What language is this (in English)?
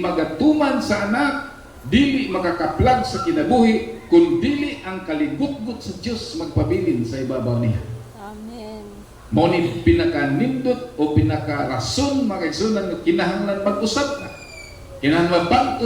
Cebuano